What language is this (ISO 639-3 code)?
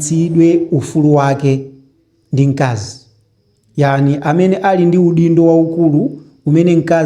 nya